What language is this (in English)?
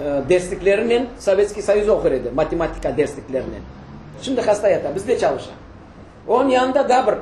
Crimean Tatar